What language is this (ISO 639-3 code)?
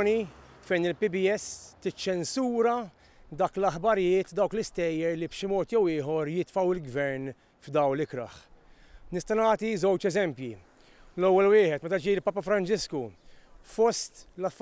mlt